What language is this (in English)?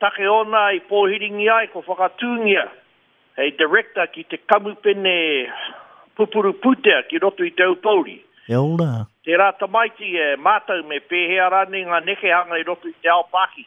Māori